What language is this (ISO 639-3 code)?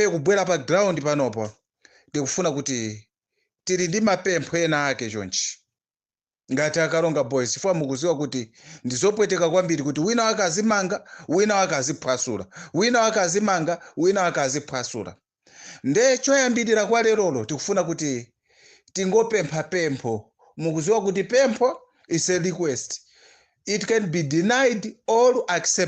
nya